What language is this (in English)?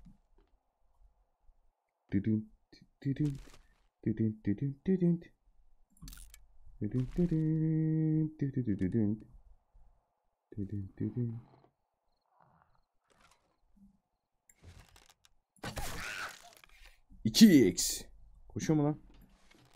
Turkish